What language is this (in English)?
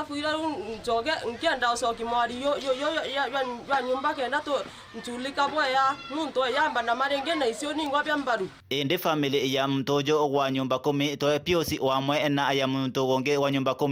Meru